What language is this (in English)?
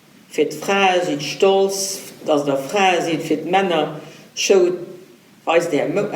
Luxembourgish